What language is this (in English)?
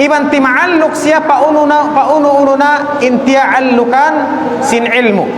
Tausug